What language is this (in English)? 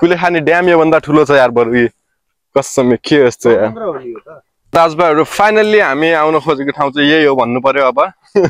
Nepali